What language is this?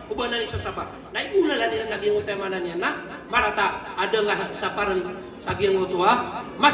Maranao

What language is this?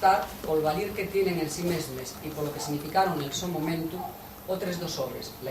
Asturian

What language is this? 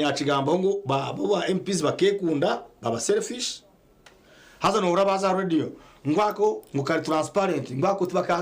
Nyankole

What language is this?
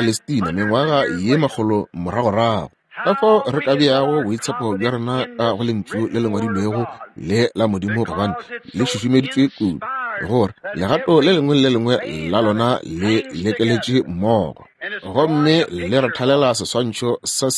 Northern Sotho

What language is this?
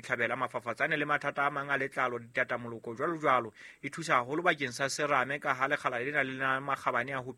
Southern Sotho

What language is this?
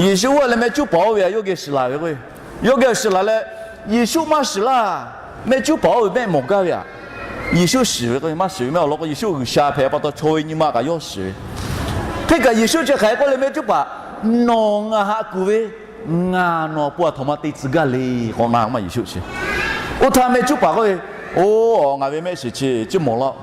Lahu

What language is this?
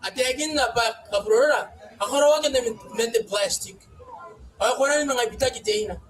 Gilbertese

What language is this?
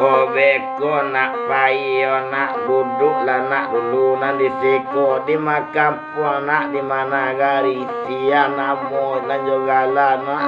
Minangkabau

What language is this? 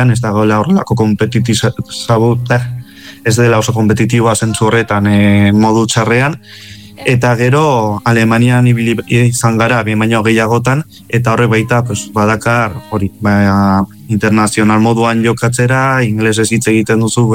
Basque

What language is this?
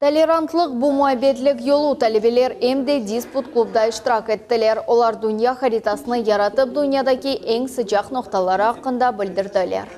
Crimean Tatar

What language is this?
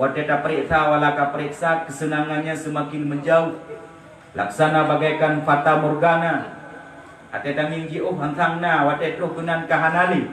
Achinese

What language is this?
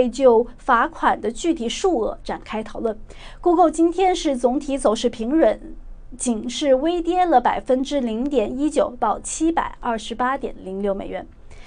Chinese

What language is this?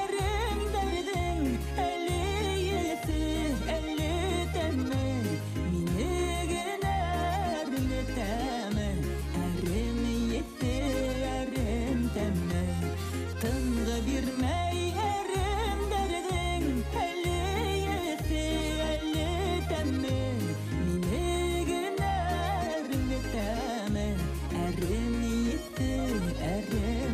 Bashkir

